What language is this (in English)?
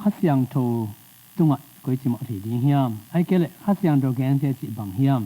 Tedim Chin